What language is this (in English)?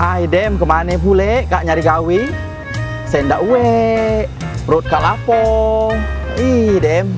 Musi